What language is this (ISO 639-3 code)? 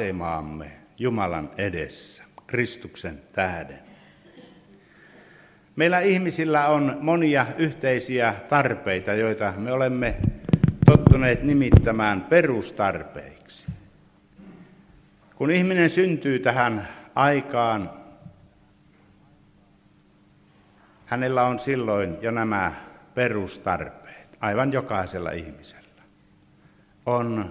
fin